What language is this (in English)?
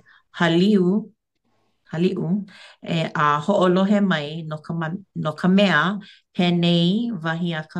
Hawaiian